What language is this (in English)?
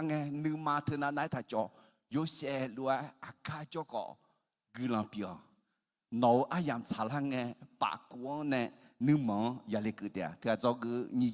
Akha